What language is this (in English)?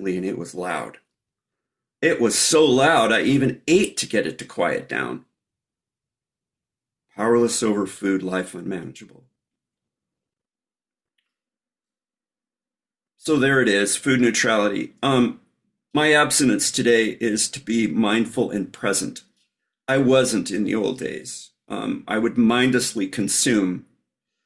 English